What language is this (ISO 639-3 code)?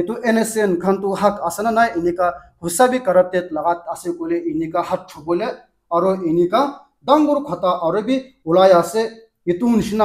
nag